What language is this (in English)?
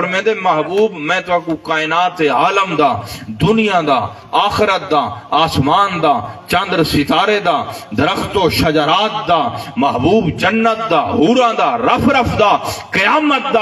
Saraiki